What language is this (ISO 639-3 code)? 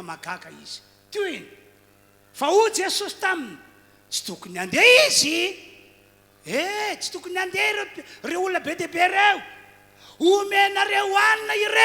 mlg